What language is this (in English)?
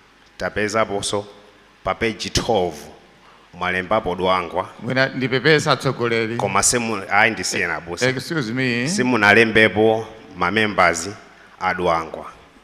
Nyanja